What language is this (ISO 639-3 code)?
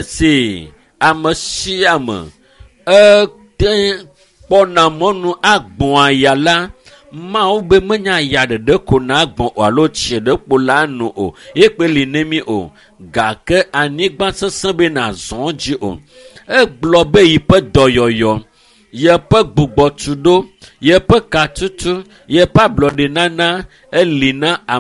ewe